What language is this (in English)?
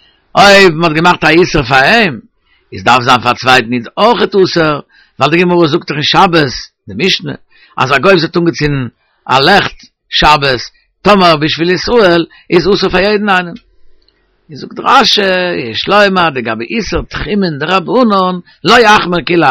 Yiddish